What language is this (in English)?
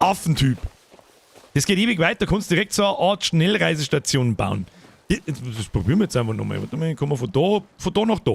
Bavarian